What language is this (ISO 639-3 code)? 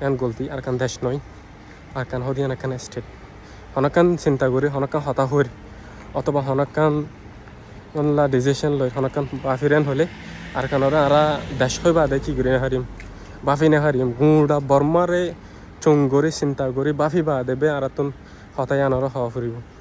rhg